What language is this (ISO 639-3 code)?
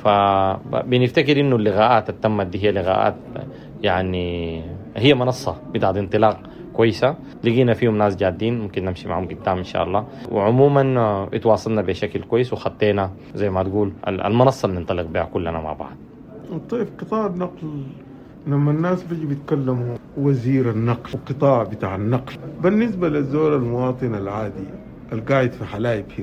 apd